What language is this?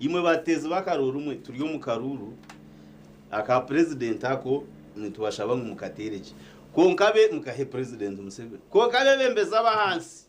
Nyankole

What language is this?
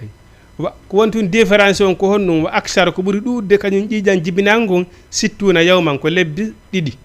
Fula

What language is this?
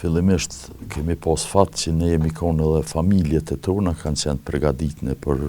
Albanian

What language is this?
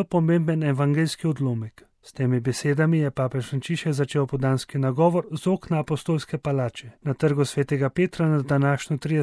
Slovenian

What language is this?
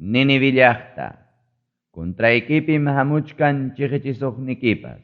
Ayacucho Quechua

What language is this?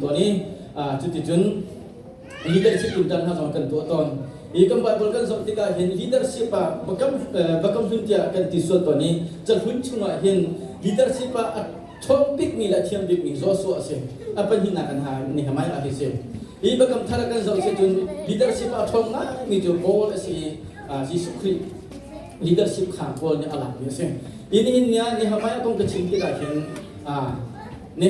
Hakha Chin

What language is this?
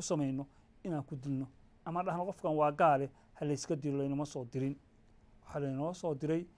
Somali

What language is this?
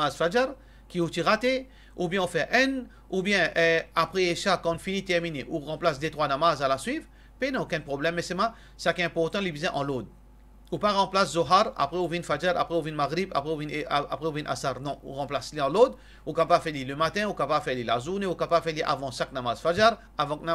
Morisyen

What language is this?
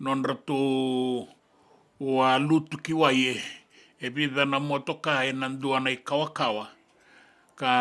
Fijian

